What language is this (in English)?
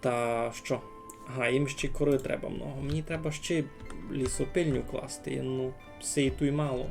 Rusyn